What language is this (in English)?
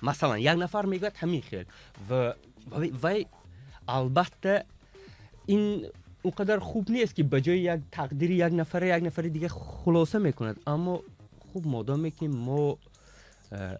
Tajik